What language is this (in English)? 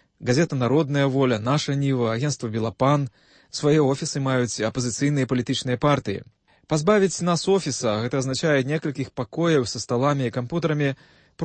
Belarusian